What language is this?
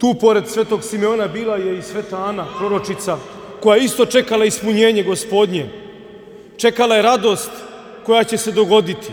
Croatian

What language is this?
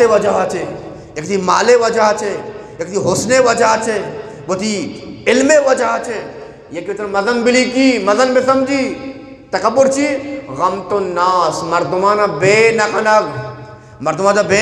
Eastern Balochi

